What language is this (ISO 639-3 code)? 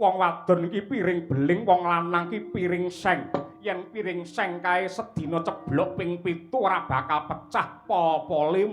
jav